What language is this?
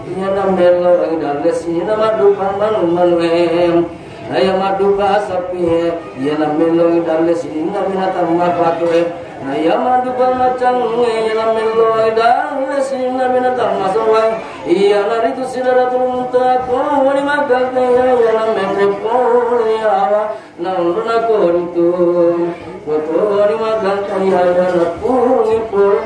Buginese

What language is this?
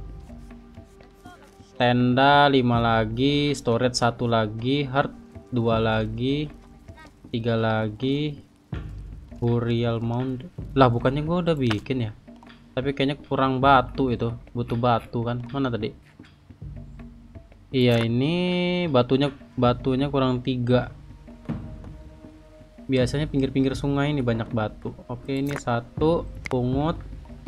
Indonesian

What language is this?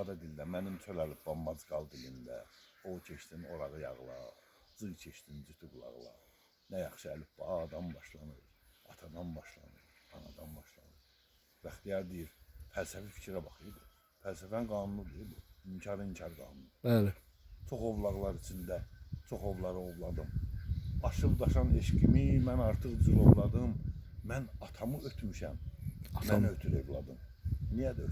Azerbaijani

